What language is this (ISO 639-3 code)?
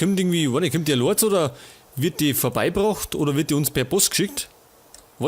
bar